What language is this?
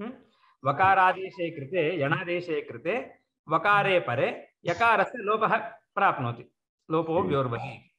Sanskrit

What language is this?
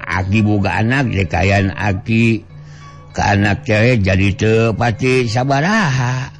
Sundanese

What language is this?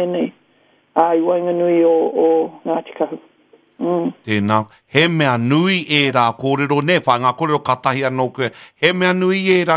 Māori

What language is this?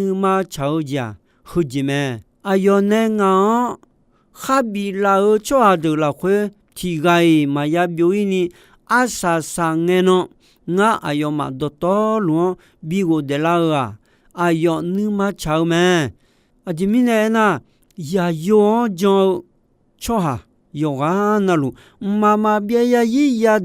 Akha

